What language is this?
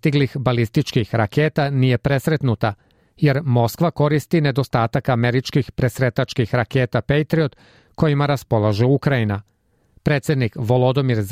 Serbian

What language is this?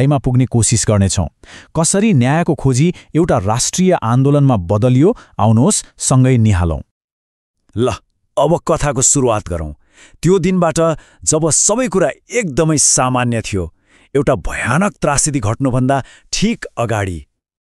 Nepali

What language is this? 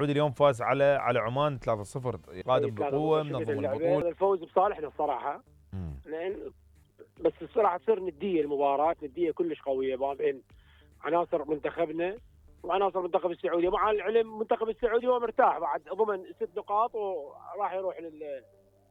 Mesopotamian Arabic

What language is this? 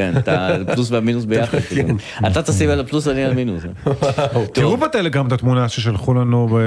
Hebrew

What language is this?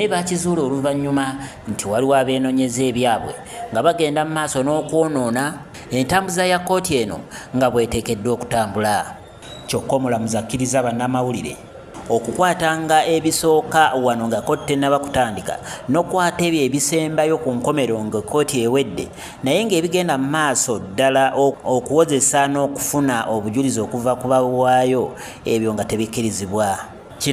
Ganda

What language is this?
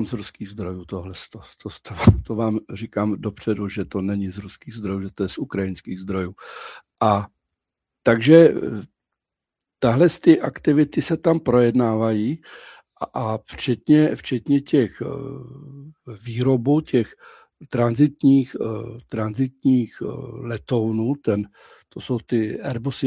Czech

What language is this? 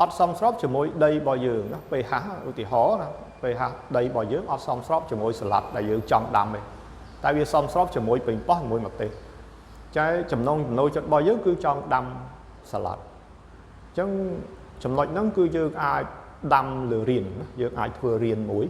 Khmer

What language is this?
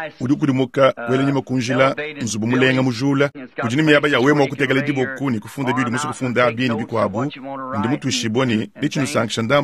Luba-Lulua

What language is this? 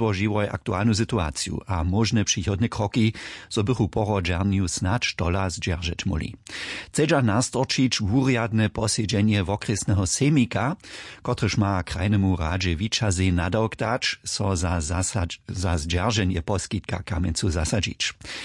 Upper Sorbian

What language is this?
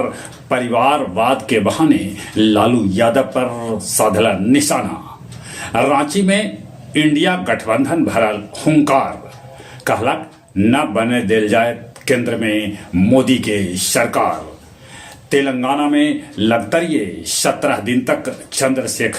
Magahi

